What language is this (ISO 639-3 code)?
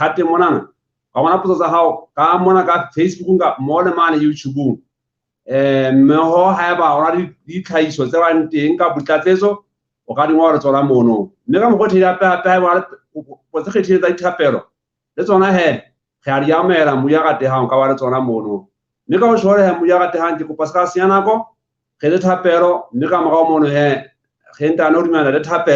sot